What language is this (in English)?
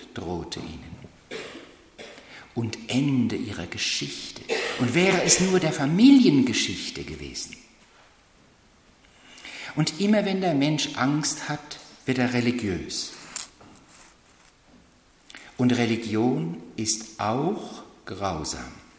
German